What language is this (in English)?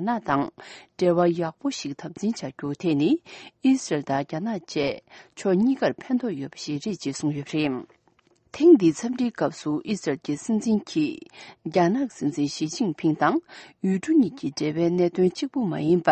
Tibetan